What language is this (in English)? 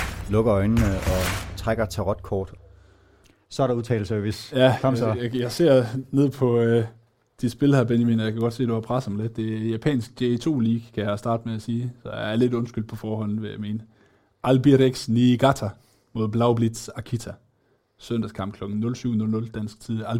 Danish